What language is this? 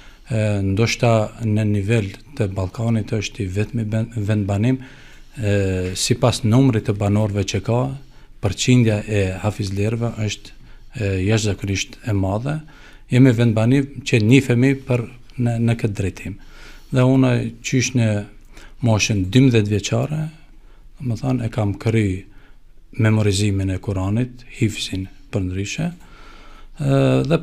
Albanian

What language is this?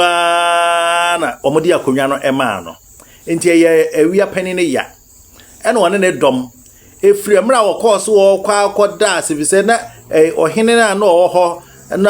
Akan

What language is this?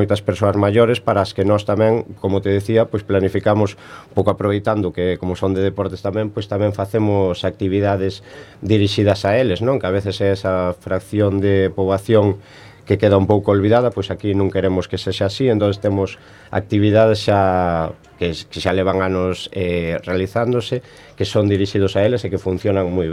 Galician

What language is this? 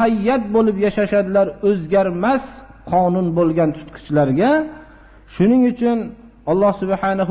Uzbek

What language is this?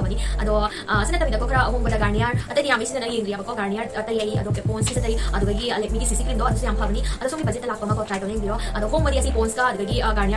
Manipuri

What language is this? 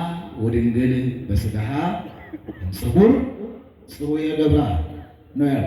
Amharic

